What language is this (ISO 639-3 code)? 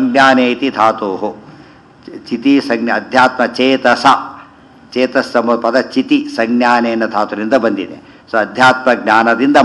kan